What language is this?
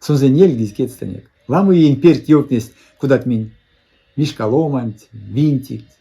Erzya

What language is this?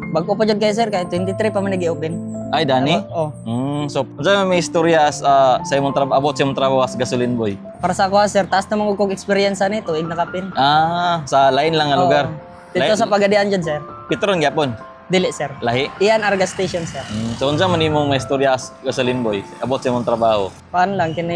Cebuano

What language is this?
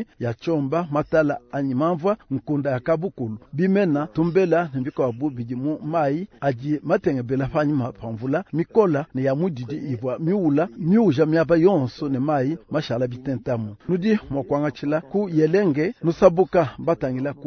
Luba-Lulua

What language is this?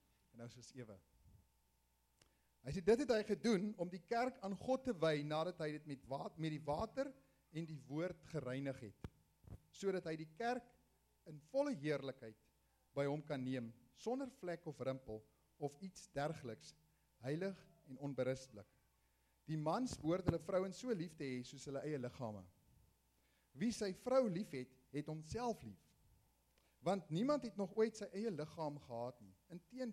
Afrikaans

